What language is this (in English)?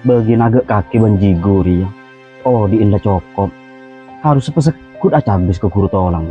Madurese